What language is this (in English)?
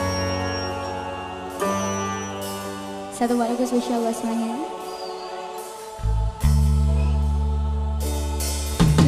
Indonesian